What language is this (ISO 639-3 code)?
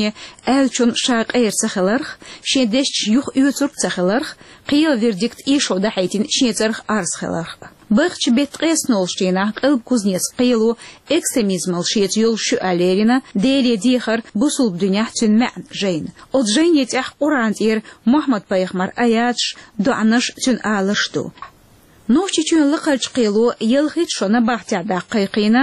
che